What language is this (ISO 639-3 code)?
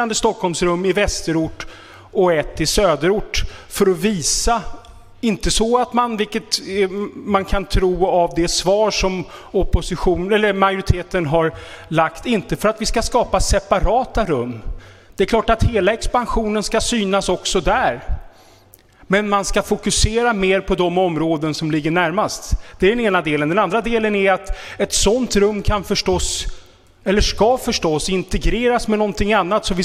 swe